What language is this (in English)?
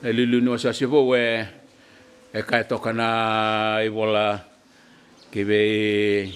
Fijian